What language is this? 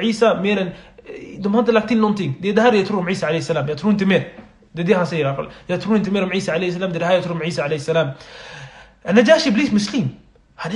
Swedish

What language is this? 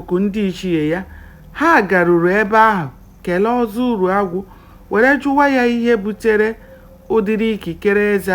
Igbo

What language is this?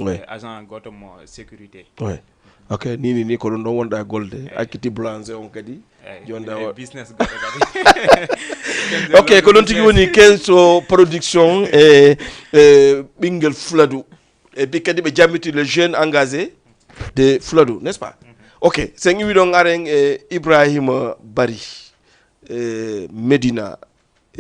Fula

